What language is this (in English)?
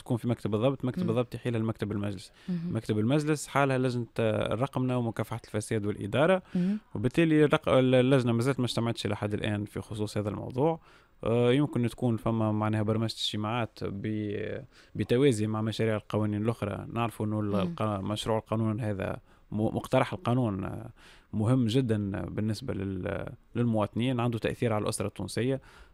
Tunisian Arabic